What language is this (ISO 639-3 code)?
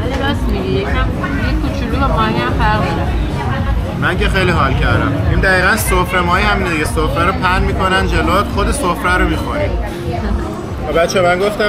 fas